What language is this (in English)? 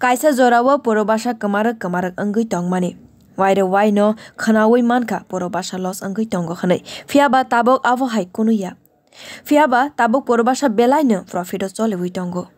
Kok Borok